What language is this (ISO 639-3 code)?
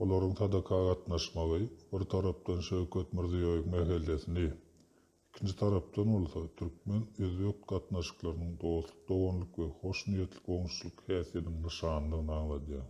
tuk